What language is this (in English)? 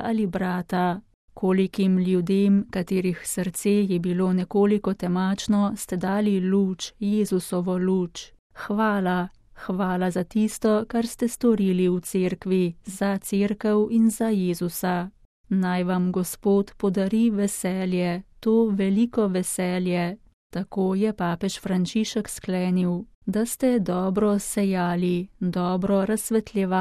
Slovenian